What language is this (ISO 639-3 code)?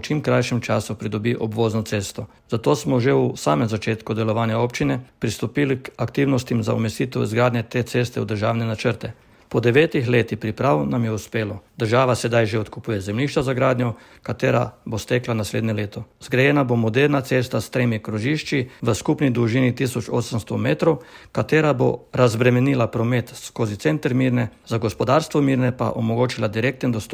slv